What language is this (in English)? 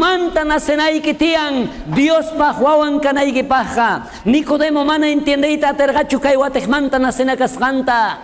South Bolivian Quechua